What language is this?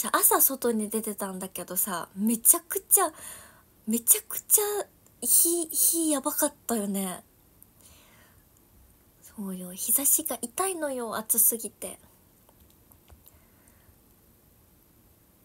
Japanese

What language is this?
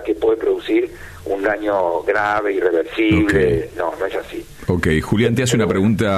Spanish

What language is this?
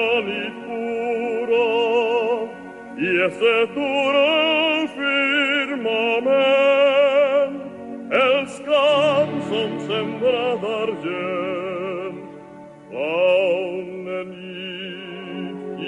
Catalan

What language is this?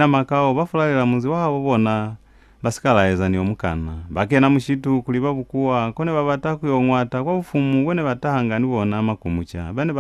Lozi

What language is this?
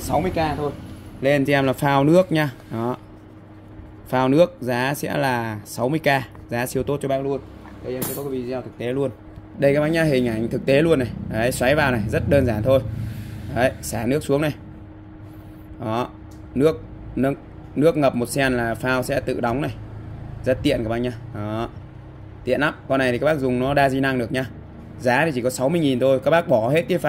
Vietnamese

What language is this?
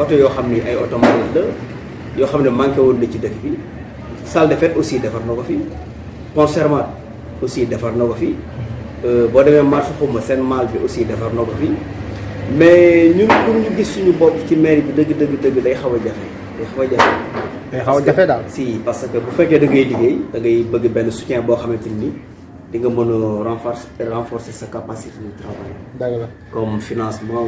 Wolof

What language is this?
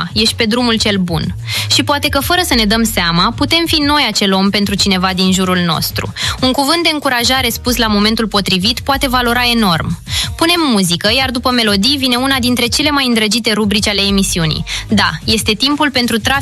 Romanian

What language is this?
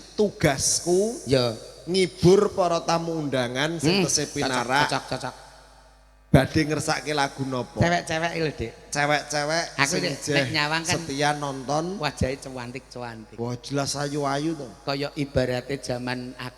Javanese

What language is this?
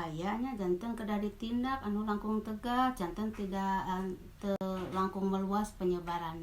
Sundanese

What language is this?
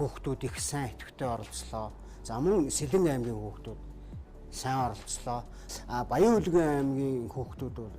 Mongolian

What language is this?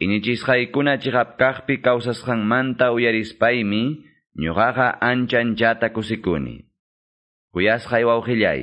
Quechua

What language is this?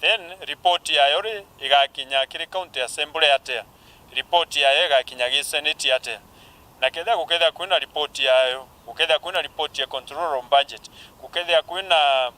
Meru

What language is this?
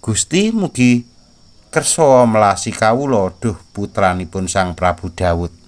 Javanese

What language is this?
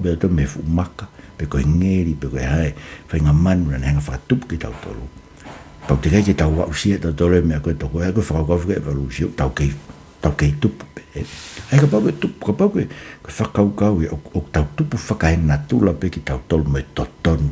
Tongan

